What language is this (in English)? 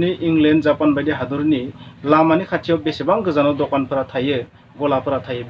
Bodo